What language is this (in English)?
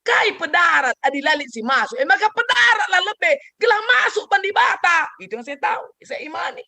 Batak Karo